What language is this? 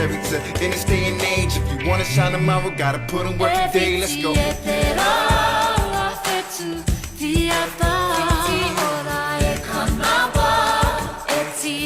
Māori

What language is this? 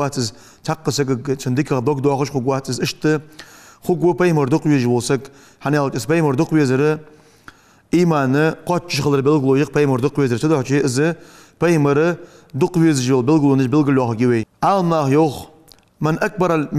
Ingush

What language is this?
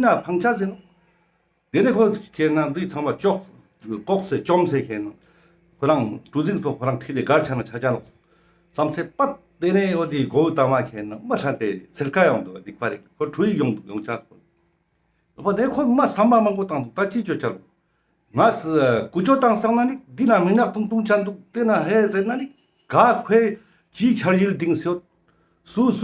Ladakhi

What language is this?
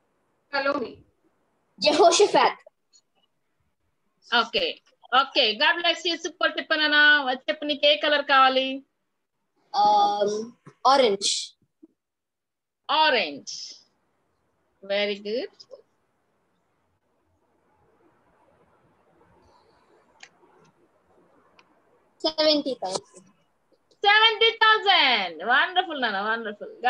Telugu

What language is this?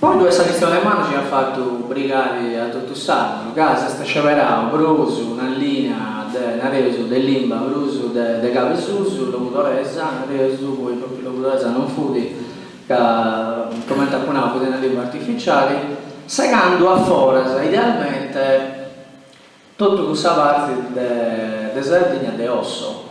Sardinian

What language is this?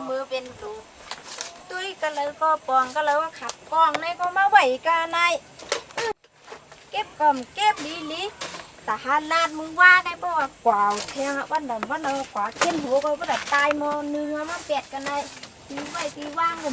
Shan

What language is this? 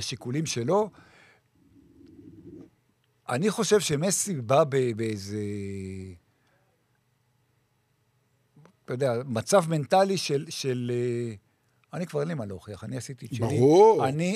Hebrew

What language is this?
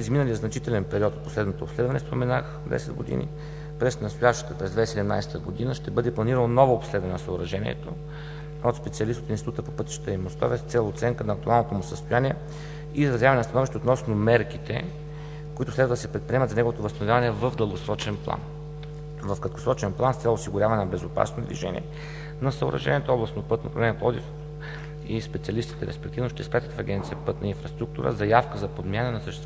Bulgarian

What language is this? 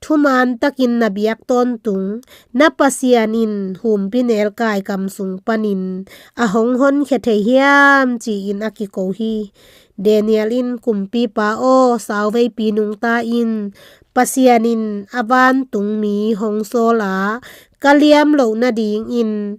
Tedim Chin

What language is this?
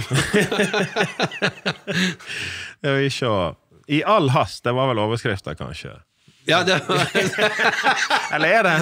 Norwegian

